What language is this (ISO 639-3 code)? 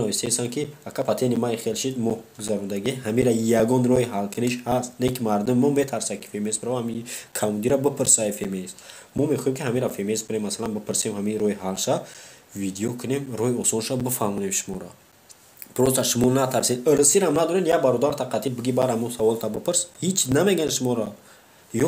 tgk